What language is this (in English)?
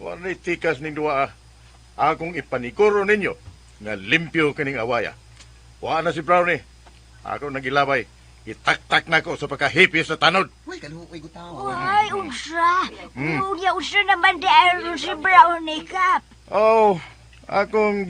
Cebuano